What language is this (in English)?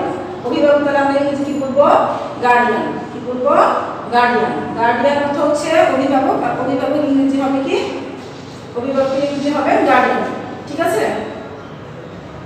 Bangla